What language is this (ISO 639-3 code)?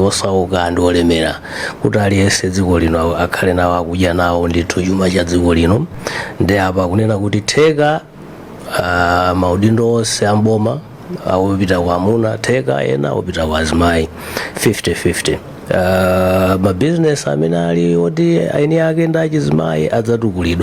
nya